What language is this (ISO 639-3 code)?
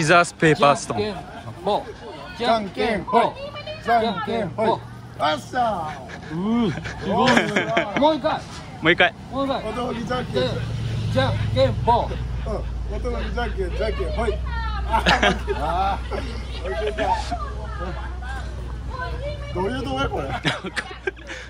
jpn